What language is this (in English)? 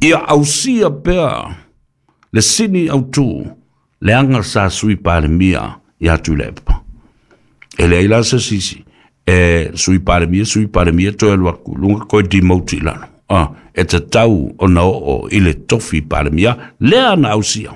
Samoan